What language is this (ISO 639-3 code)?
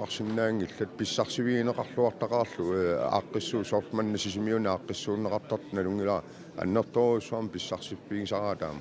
kal